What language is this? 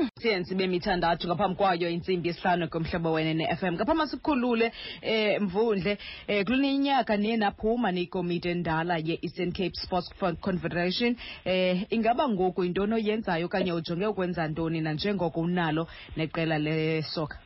Xhosa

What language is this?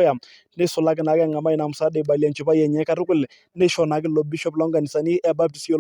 Masai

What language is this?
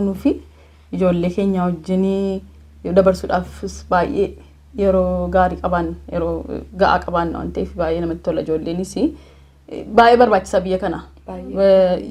Oromo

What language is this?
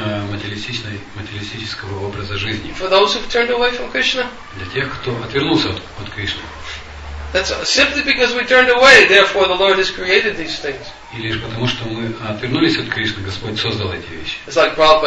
Russian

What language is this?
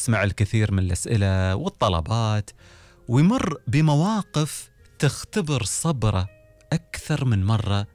Gulf Arabic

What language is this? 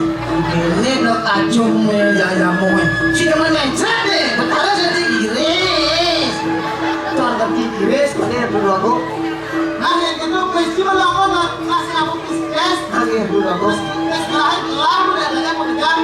Balinese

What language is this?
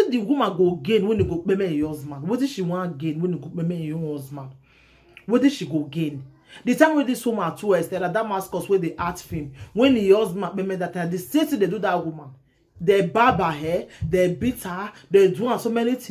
Nigerian Pidgin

